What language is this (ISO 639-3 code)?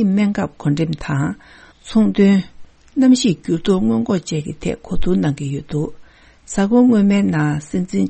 bod